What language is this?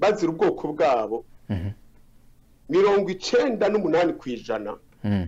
Rundi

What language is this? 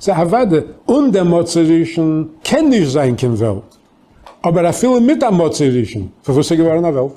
Yiddish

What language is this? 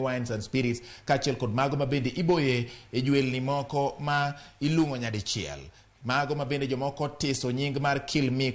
Luo (Kenya and Tanzania)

